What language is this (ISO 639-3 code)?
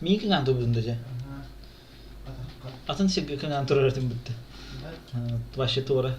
sah